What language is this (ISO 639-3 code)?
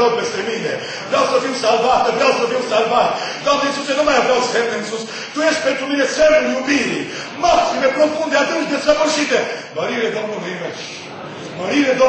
ron